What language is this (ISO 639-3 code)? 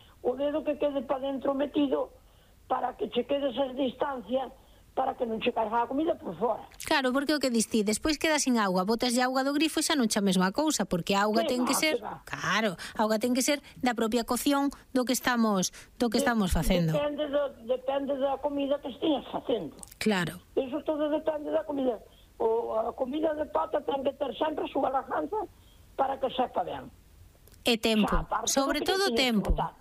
glg